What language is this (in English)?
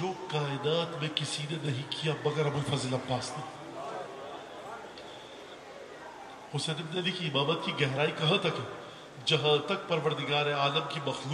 Urdu